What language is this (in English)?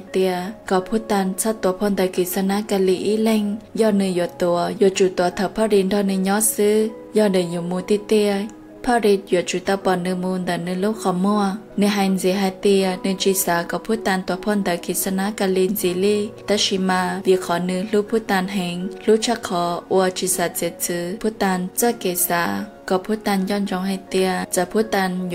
Hmong